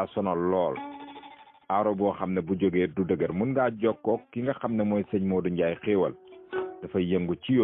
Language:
Wolof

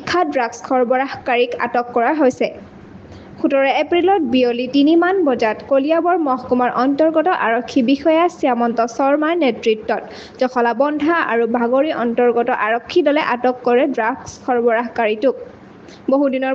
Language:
Assamese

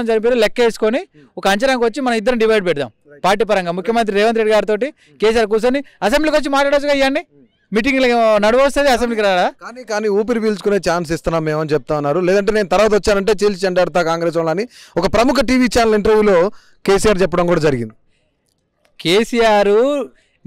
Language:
Telugu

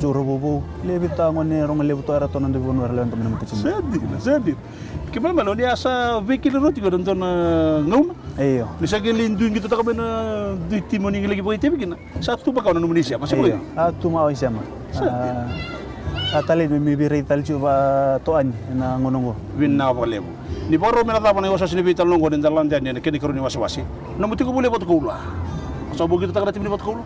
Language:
Fijian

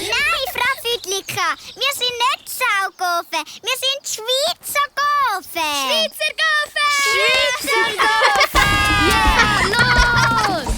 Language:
Swiss German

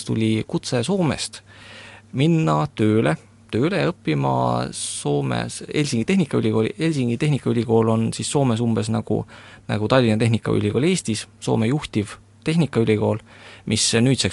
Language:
Estonian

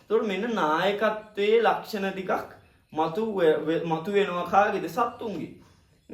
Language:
Sinhala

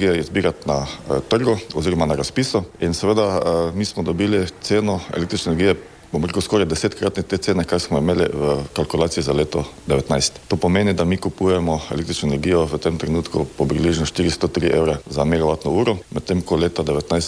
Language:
Slovenian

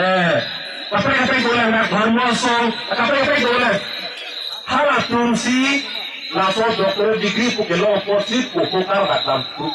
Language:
Karbi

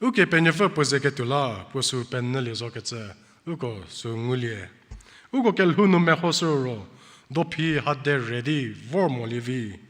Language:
Angami Naga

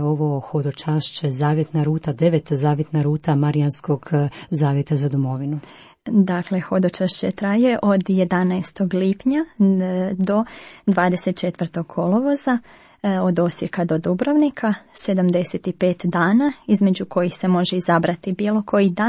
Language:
Croatian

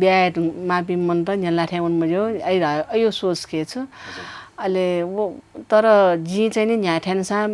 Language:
Newari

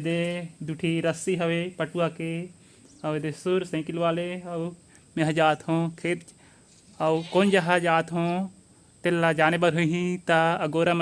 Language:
Chhattisgarhi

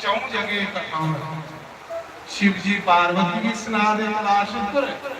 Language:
Dogri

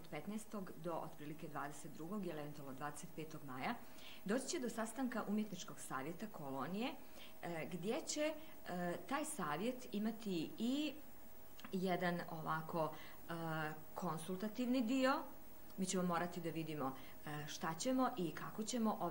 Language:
Bosnian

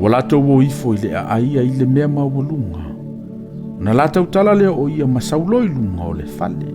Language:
Samoan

